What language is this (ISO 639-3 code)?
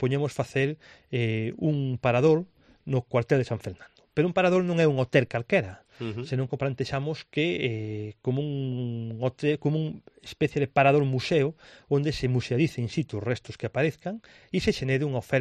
glg